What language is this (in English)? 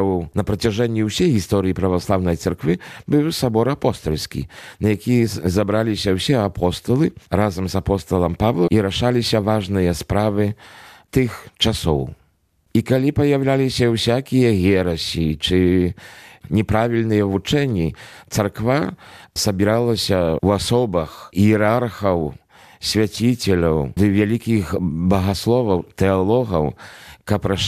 Belarusian